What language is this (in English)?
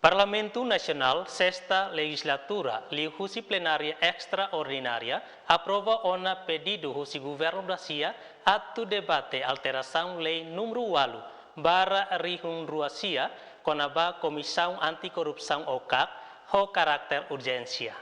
Tetum